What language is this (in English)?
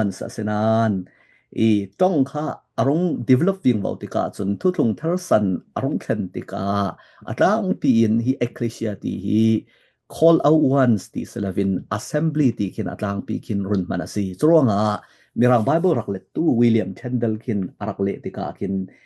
Falam Chin